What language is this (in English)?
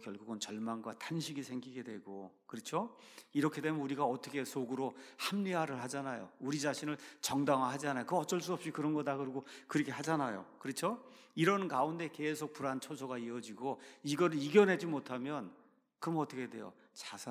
Korean